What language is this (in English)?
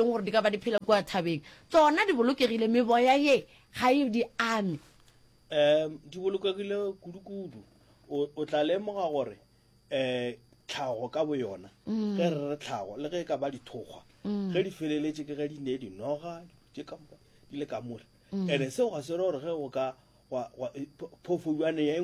Northern Sotho